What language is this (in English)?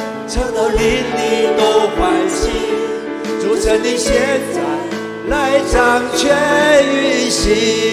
Chinese